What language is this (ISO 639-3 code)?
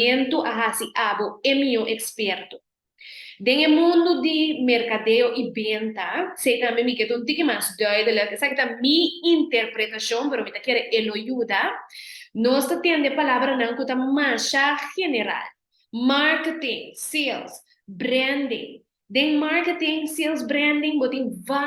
pap